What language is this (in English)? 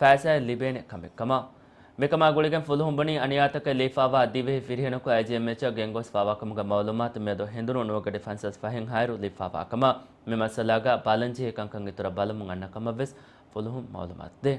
Divehi